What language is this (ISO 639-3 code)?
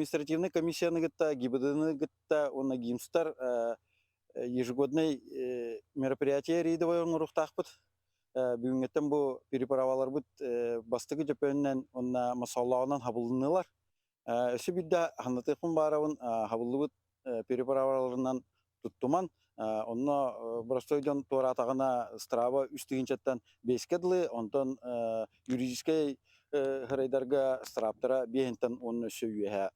sah